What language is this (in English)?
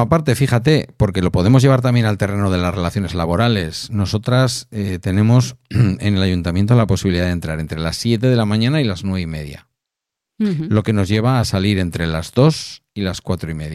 Spanish